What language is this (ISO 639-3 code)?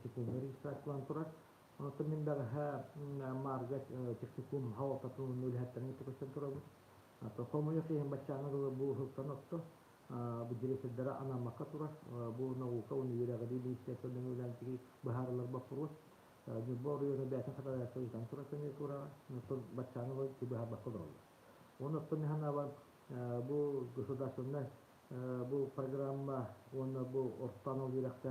sah